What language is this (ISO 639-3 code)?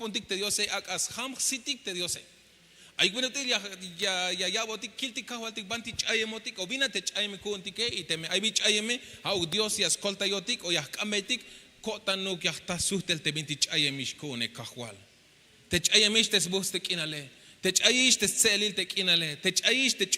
tzh